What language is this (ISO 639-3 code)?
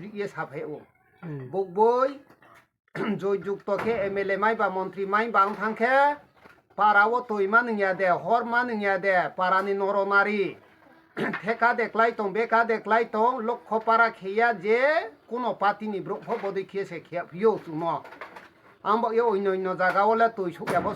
ria